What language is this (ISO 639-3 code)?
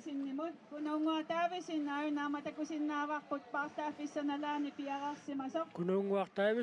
kal